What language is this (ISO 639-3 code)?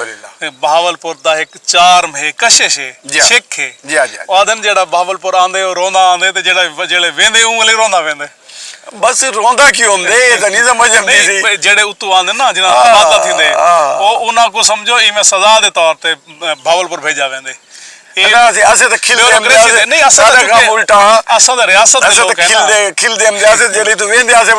skr